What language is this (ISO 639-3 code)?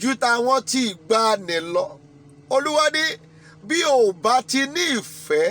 yor